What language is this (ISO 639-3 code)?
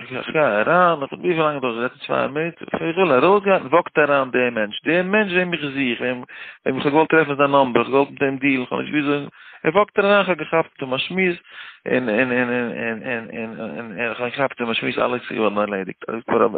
yid